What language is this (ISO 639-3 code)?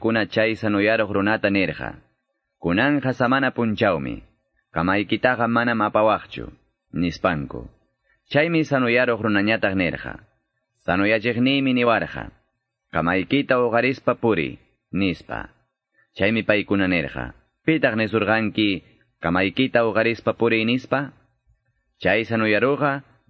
que